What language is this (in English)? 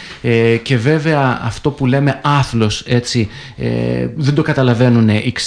Greek